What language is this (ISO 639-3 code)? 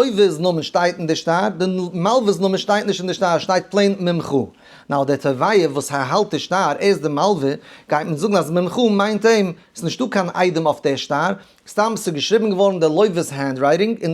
yid